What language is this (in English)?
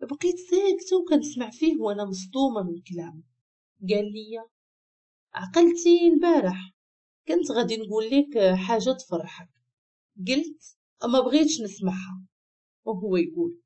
Moroccan Arabic